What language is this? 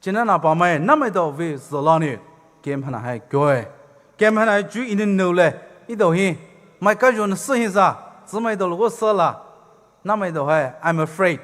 Poumei Naga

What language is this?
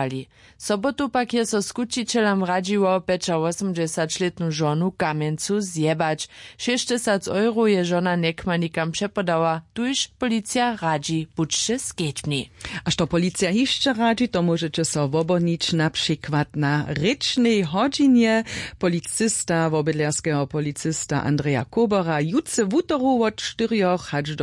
Upper Sorbian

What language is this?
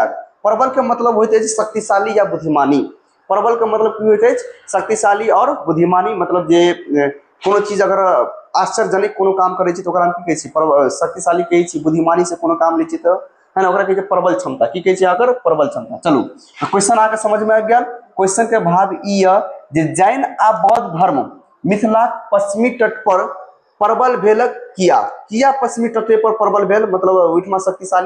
Maithili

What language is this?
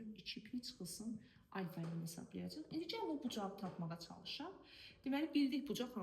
Azerbaijani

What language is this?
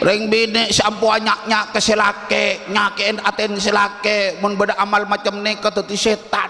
Madurese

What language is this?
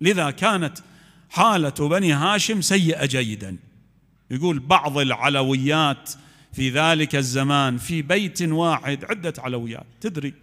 Mesopotamian Arabic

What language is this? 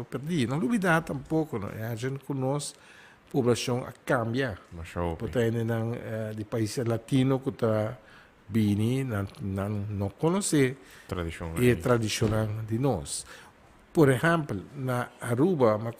Papiamento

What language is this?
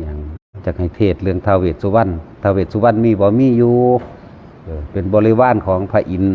Northeastern Thai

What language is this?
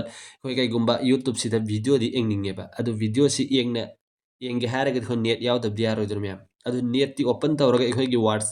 Manipuri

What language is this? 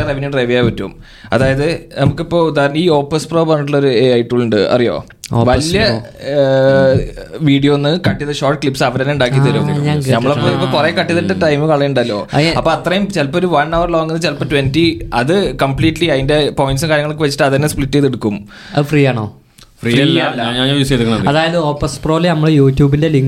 Malayalam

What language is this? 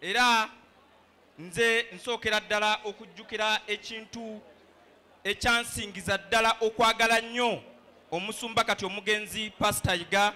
Ganda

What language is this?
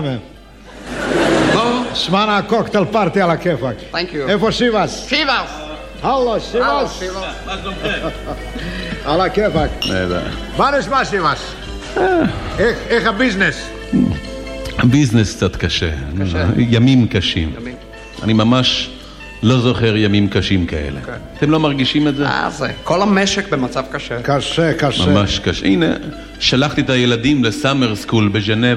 Hebrew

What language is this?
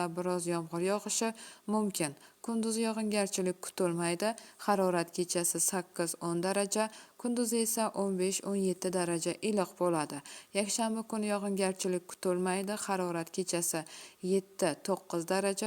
Uzbek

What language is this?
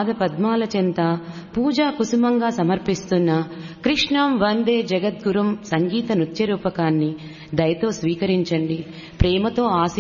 Telugu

